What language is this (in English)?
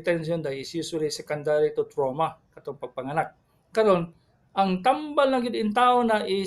Cebuano